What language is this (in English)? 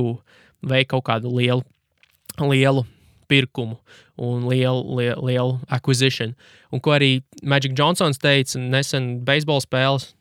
Latvian